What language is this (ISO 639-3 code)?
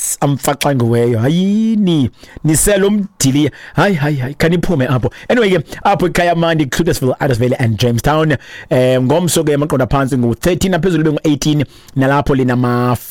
xho